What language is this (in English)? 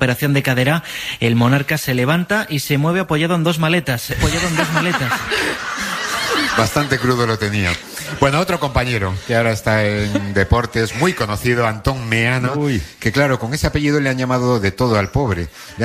Spanish